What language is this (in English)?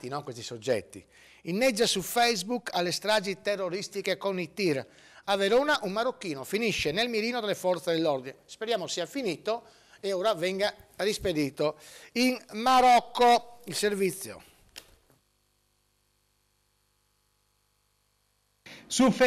Italian